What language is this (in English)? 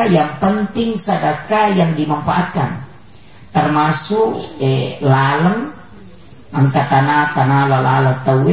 Buginese